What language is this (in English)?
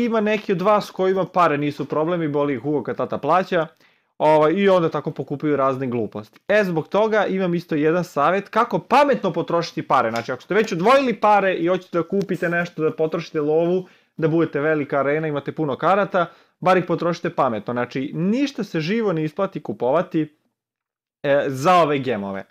Serbian